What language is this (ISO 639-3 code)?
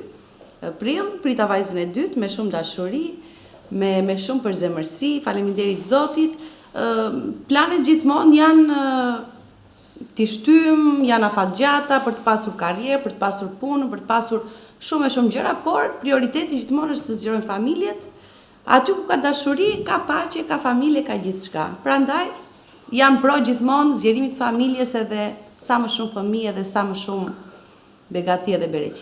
sqi